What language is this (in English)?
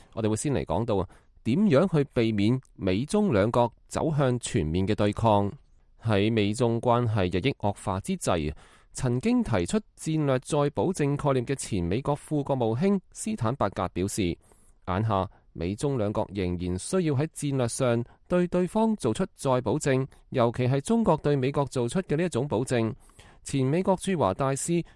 Cantonese